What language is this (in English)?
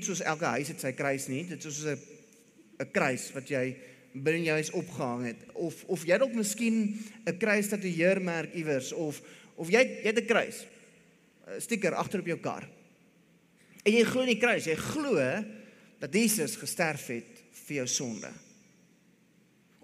Afrikaans